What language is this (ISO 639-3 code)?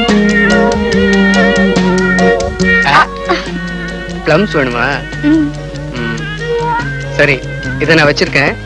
tam